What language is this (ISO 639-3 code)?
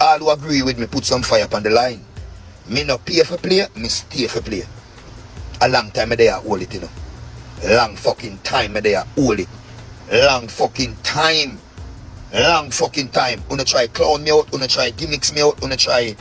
jam